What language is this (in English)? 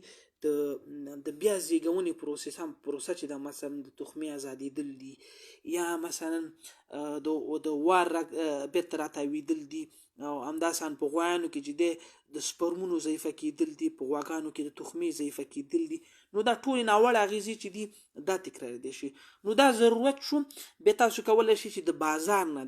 Pashto